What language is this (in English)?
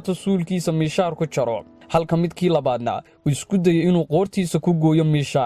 Somali